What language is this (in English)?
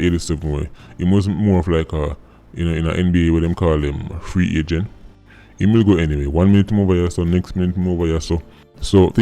Jamaican Creole English